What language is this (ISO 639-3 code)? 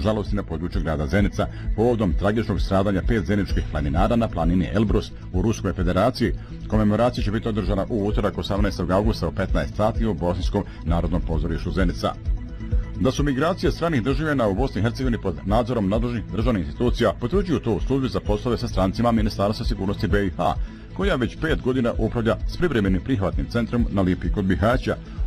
bos